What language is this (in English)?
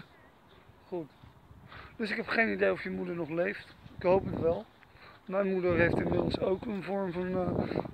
Dutch